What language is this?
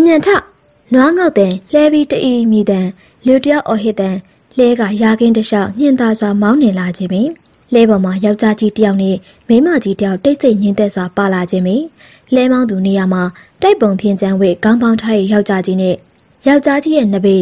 Burmese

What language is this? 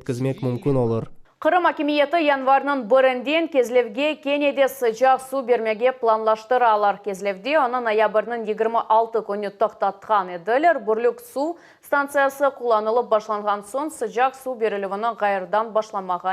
Crimean Tatar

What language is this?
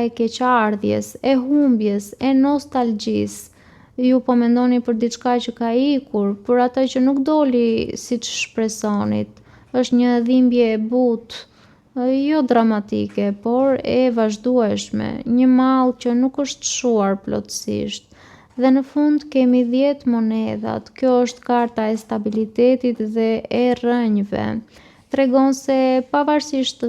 Albanian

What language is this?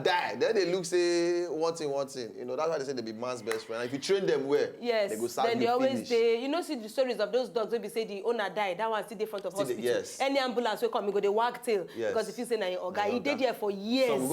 Nigerian Pidgin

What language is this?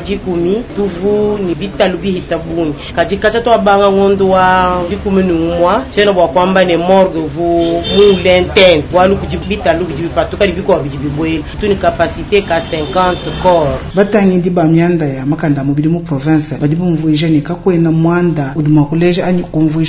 Luba-Lulua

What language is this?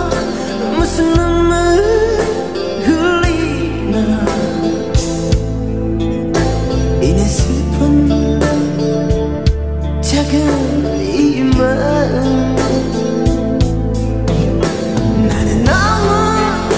Korean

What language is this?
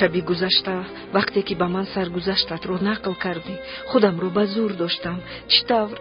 Tajik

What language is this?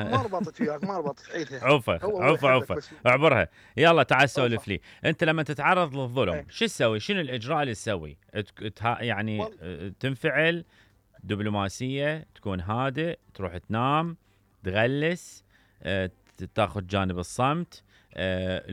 Mesopotamian Arabic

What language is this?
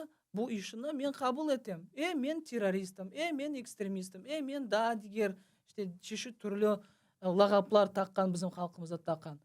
Crimean Tatar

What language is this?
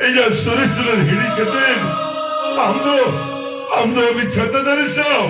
Santali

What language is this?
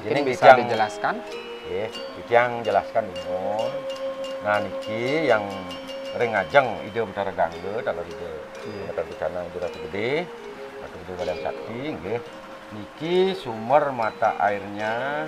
Balinese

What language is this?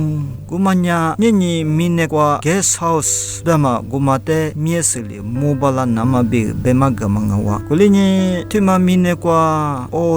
Lisu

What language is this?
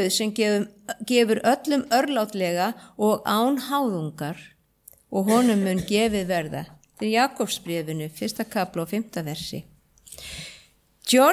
Icelandic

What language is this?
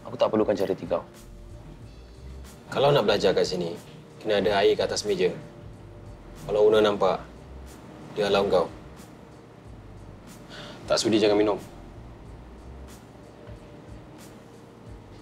Malay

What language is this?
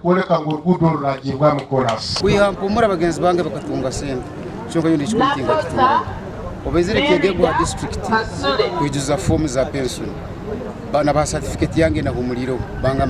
Nyankole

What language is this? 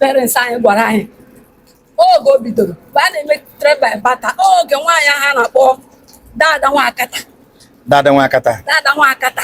Igbo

